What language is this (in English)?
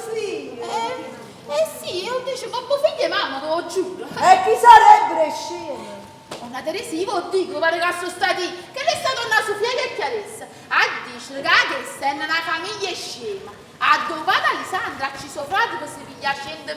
Neapolitan